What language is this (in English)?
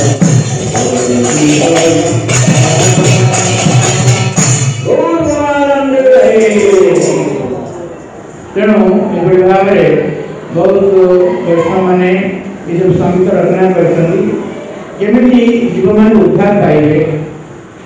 Odia